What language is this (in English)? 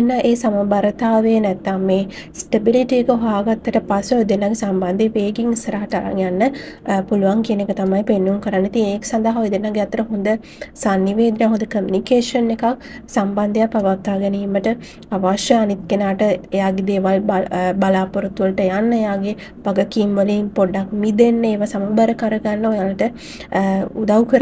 Sinhala